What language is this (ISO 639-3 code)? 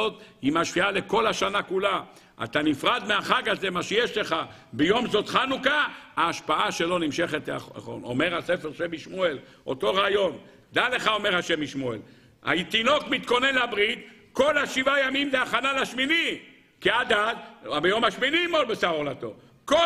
heb